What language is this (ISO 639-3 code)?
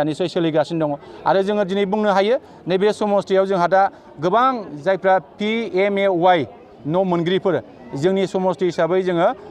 brx